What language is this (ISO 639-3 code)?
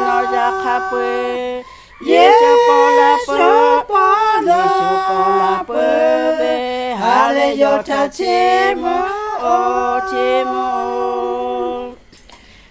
lhu